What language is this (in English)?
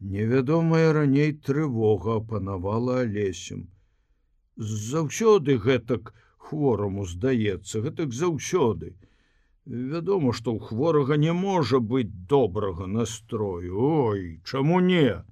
Belarusian